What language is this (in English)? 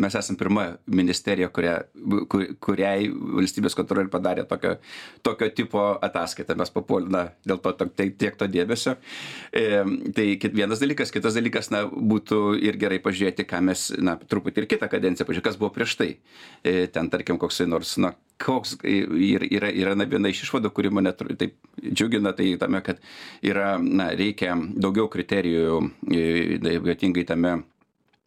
Lithuanian